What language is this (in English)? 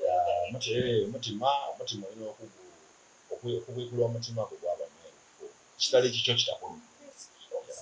Soga